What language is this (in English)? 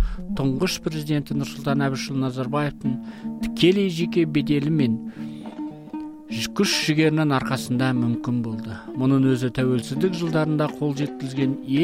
Kazakh